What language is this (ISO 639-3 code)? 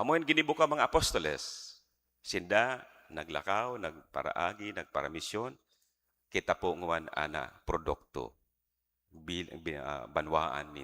bik